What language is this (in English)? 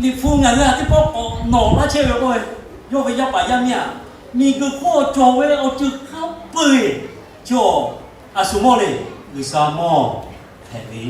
Lahu